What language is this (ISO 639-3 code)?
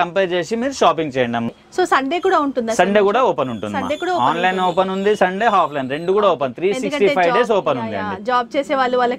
tel